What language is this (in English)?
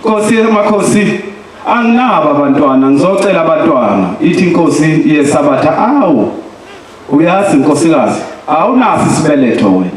Zulu